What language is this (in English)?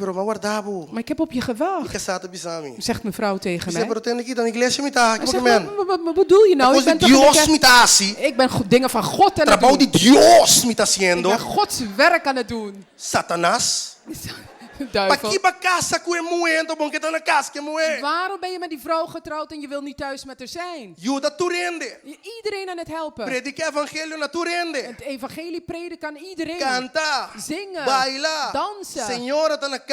Papiamento